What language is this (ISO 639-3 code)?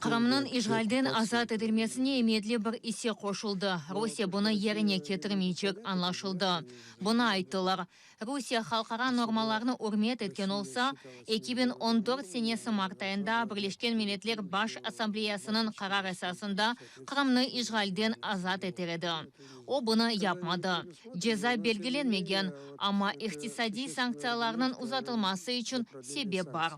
crh